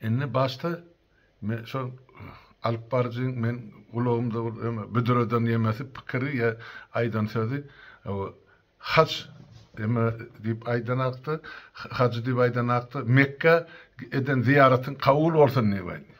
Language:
Turkmen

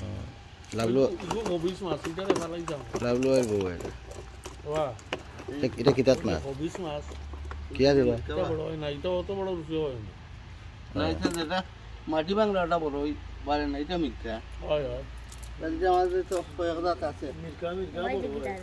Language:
Sylheti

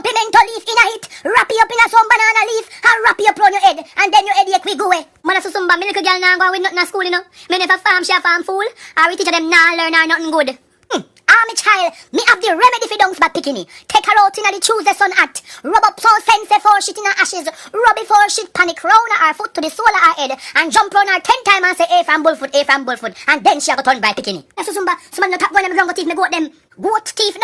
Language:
Jamaican Creole English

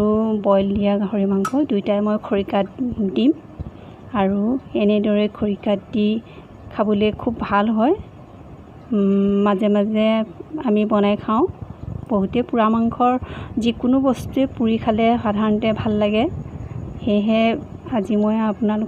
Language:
Assamese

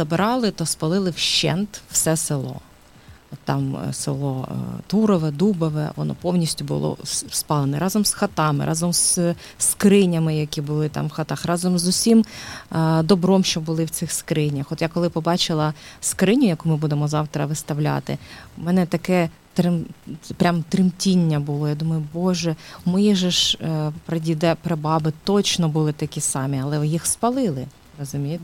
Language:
Ukrainian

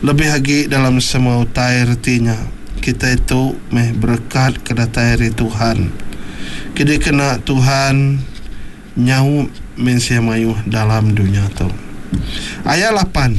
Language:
Iban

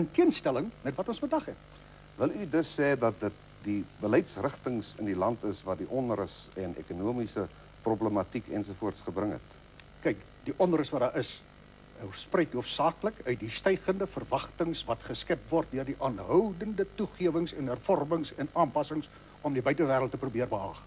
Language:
Afrikaans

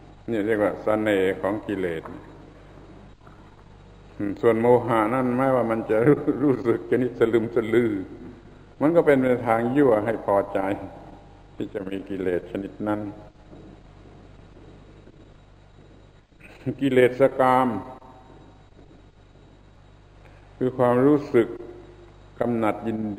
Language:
Thai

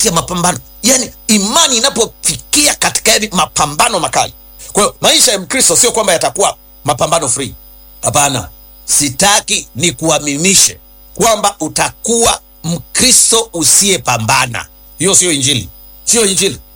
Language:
Swahili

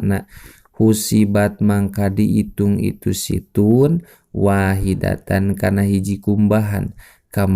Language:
Sundanese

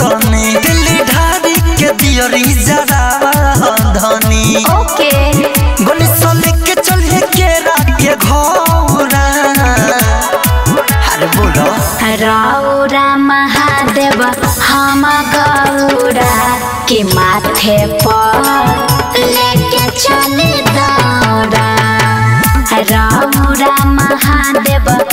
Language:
Bhojpuri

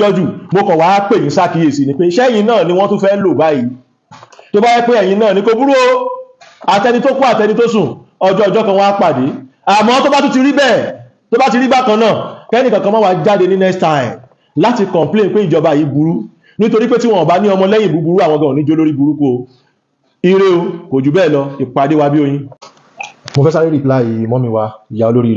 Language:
Yoruba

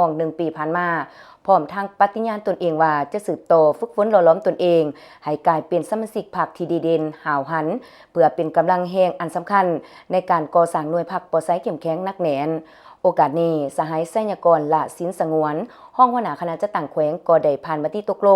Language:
Lao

